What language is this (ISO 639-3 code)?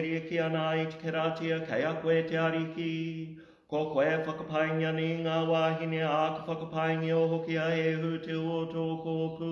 mri